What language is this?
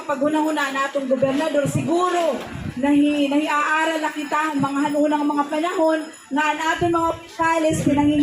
Waray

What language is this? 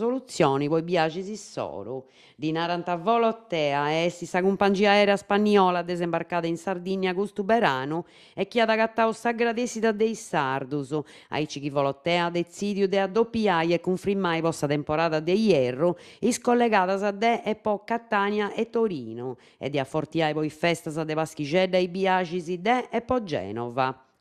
Sardinian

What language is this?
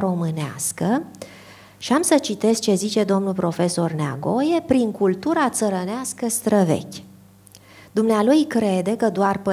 Romanian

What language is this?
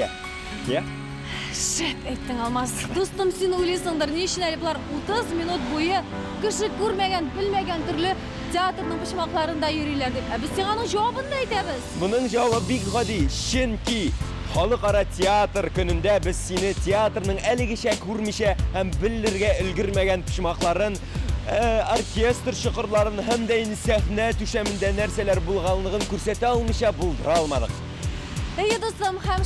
Tatar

